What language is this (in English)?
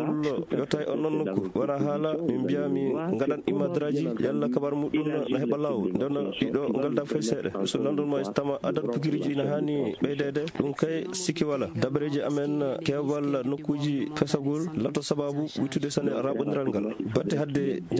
Nigerian Fulfulde